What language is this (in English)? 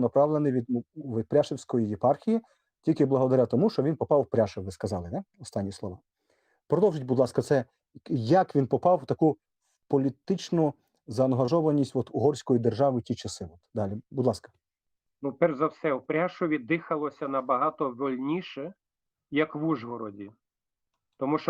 Rusyn